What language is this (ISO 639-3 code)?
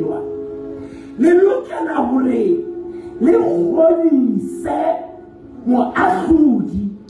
sot